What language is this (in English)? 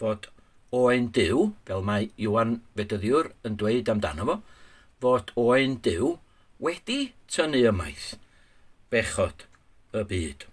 Welsh